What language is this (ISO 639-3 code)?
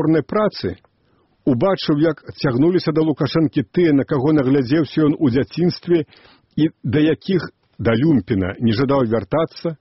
bel